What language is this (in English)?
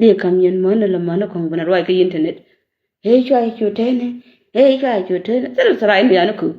Nuer